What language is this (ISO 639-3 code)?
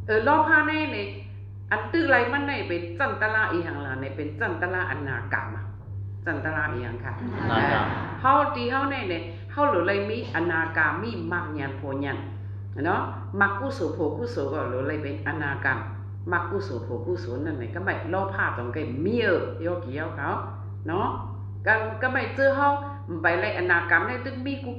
shn